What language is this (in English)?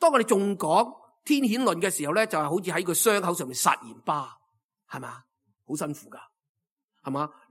Cantonese